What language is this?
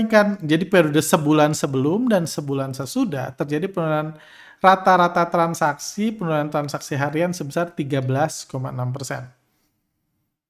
Indonesian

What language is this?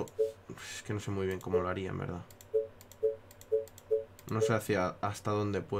Spanish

